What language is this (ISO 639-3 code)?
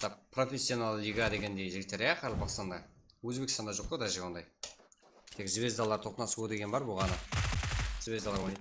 kaa